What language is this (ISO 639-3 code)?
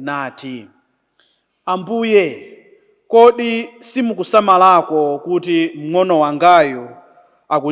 nya